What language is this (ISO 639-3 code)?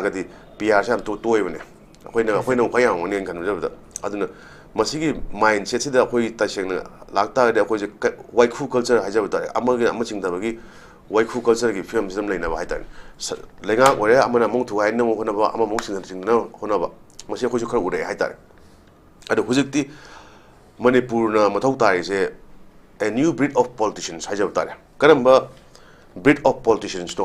mni